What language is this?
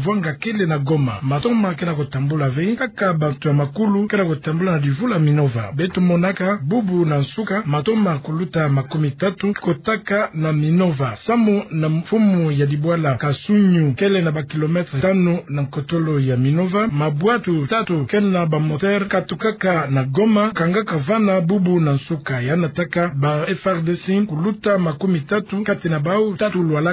Kituba (Democratic Republic of Congo)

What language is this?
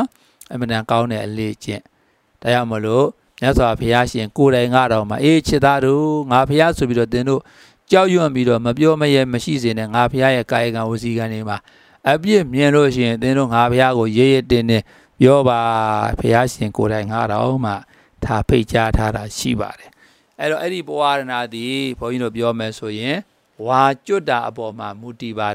Burmese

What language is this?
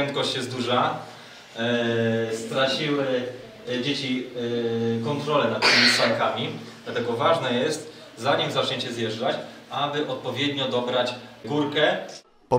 Polish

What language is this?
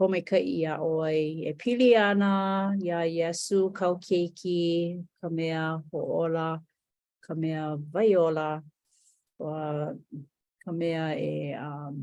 Hawaiian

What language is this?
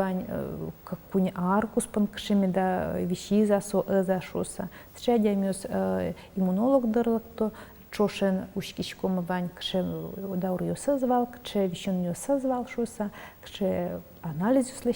Udmurt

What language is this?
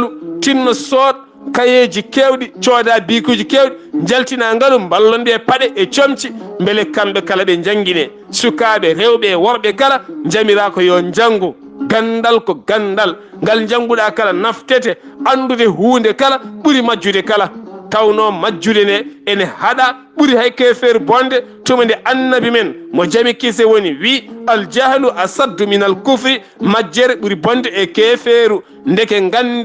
Fula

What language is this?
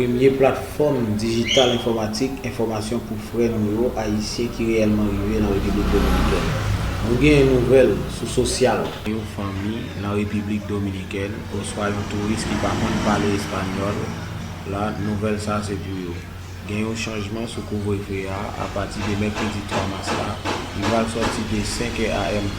Haitian Creole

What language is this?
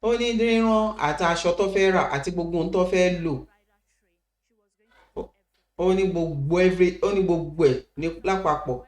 Yoruba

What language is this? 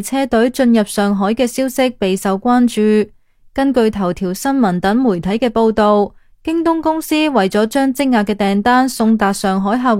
Cantonese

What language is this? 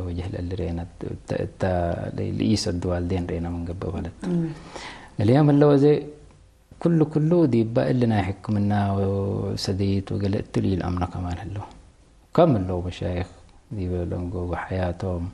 Tigre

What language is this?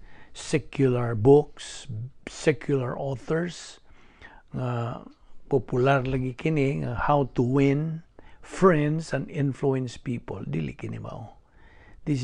Cebuano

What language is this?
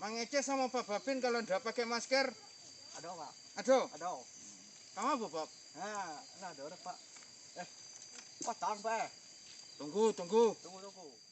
Minangkabau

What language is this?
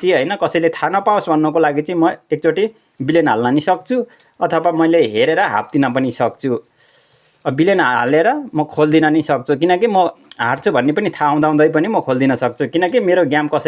Nepali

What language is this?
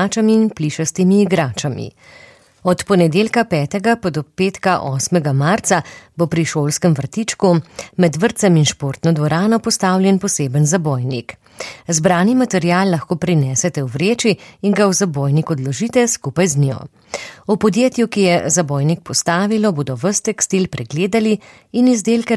Slovenian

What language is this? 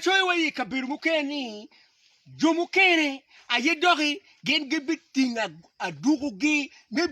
Acoli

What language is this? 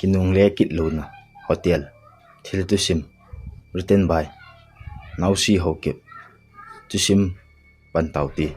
Thado Chin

